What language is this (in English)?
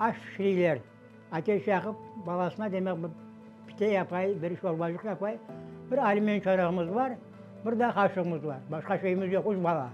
Crimean Tatar